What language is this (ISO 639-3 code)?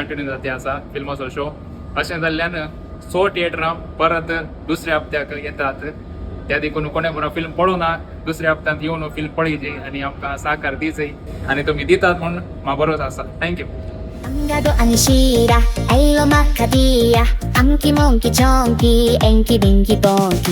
kok